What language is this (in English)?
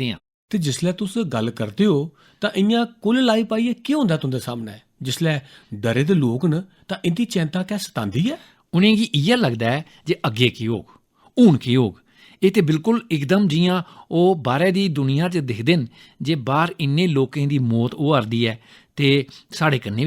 Dogri